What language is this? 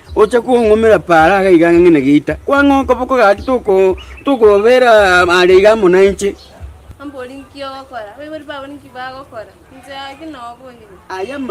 Gusii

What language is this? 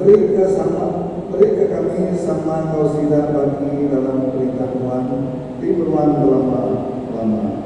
Iban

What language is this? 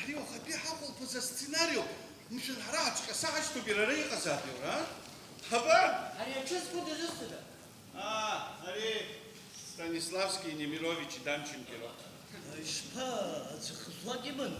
Abkhazian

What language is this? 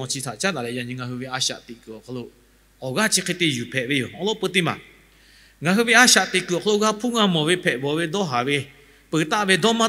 Lahu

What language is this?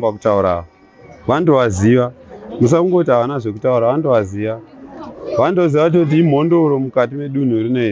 Shona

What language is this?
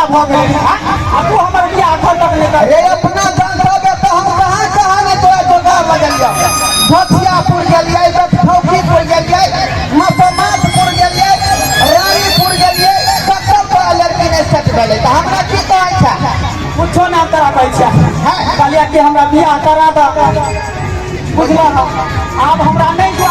Maithili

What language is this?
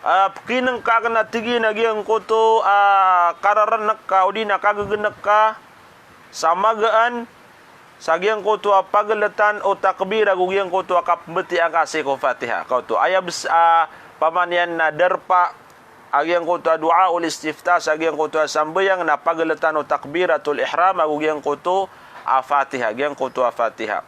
Maranao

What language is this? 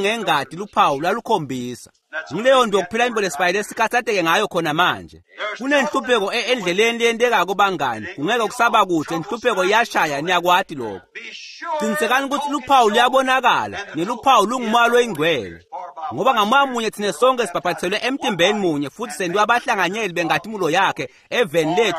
Swati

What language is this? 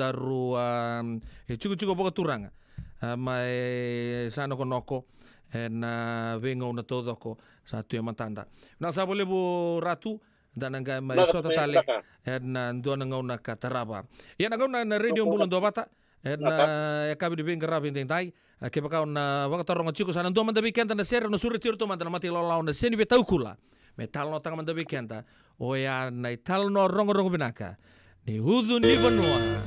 Fijian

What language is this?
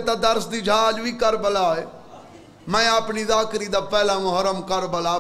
Saraiki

